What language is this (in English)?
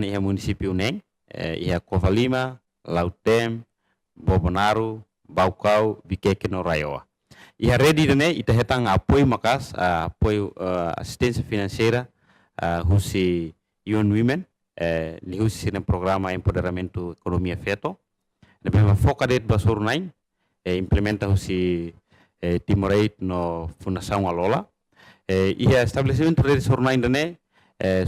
Tetum